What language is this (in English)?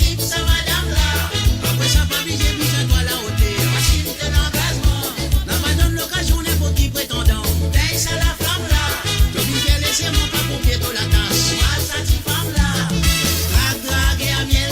Morisyen